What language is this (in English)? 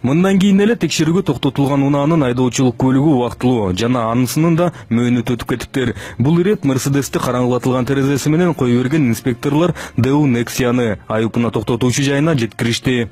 Kyrgyz